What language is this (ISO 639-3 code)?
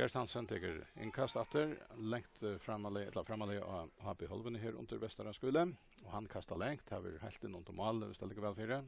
fao